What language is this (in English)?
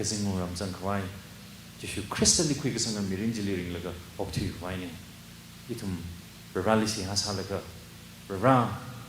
Tangkhul Naga (India)